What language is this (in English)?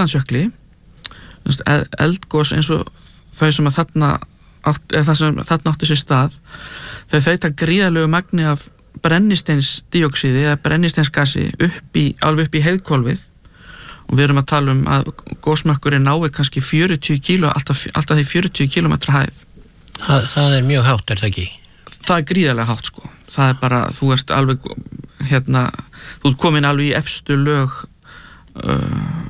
Icelandic